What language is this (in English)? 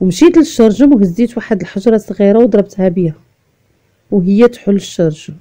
Moroccan Arabic